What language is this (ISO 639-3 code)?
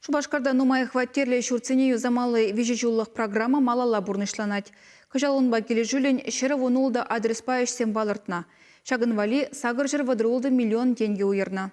chv